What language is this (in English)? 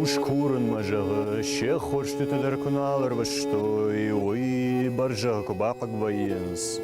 Ossetic